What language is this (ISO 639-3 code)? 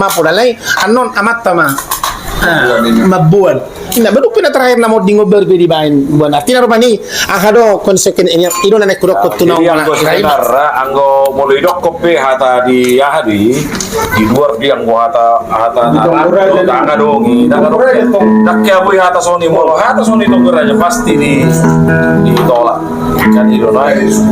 bbc